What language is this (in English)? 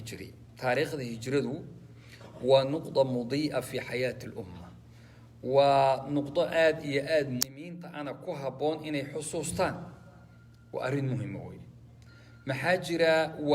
Somali